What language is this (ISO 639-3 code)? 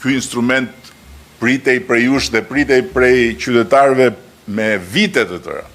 sqi